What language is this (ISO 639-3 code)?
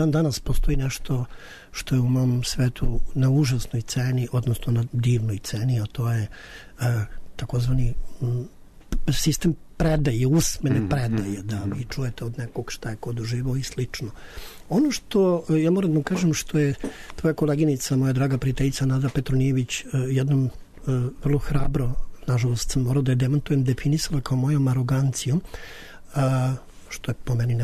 srp